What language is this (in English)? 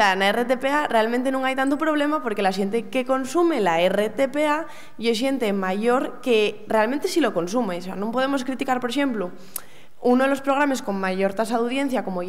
Asturian